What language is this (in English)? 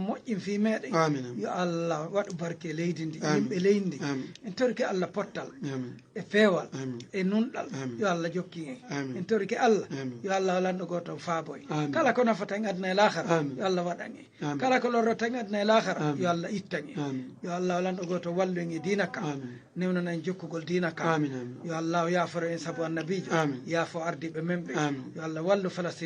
Fula